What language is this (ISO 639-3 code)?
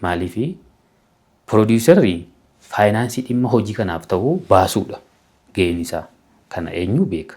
orm